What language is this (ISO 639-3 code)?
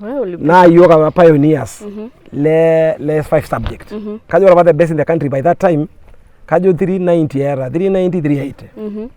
mas